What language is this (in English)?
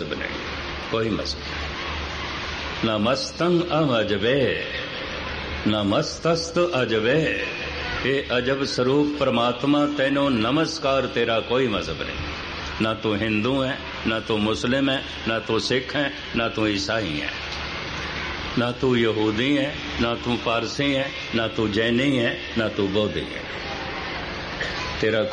Punjabi